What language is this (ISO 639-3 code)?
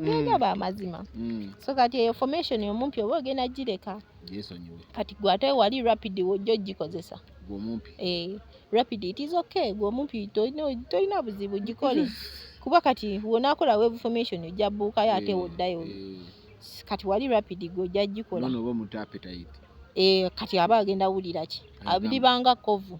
lug